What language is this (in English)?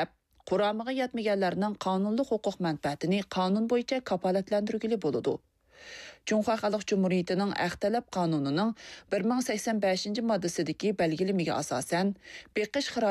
Uyghur